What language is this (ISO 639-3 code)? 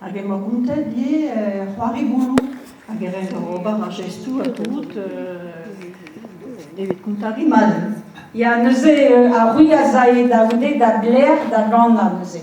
bre